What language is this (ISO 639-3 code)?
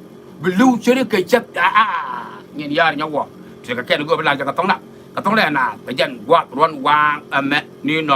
nus